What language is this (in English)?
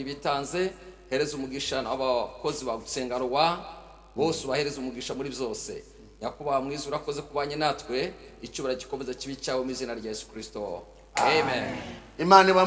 Kinyarwanda